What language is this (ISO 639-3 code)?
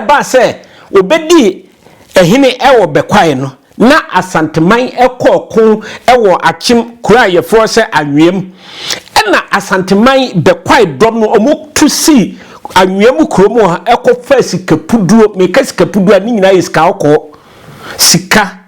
aka